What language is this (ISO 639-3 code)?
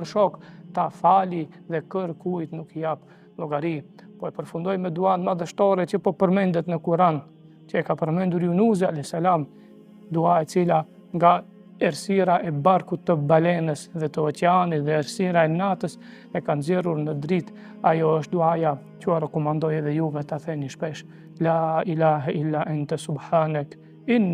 sqi